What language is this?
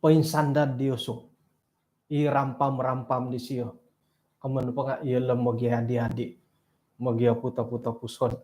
Central Dusun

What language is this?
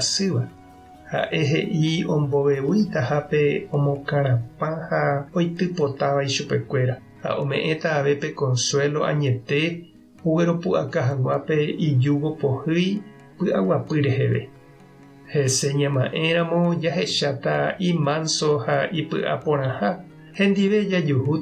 Guarani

